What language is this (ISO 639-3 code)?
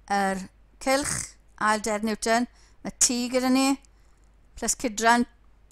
cym